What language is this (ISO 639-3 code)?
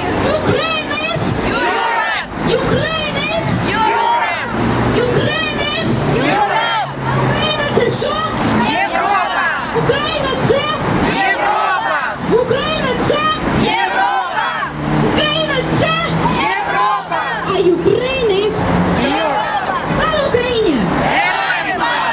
ukr